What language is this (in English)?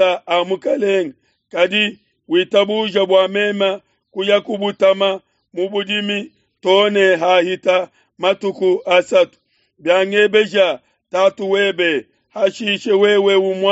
Luba-Lulua